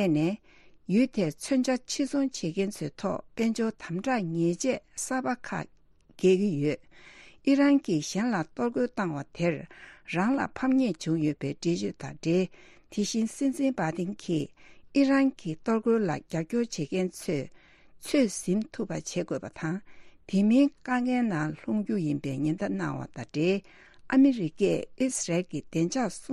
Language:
Tibetan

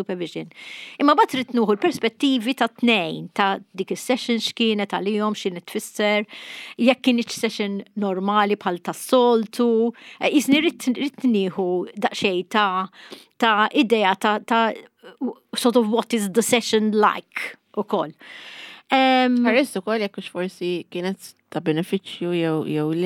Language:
Maltese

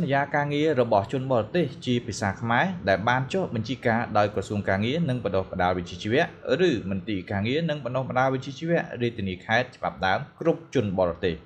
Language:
Khmer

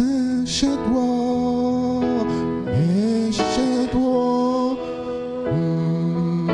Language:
Ewe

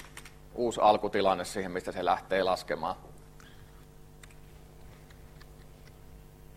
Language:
Finnish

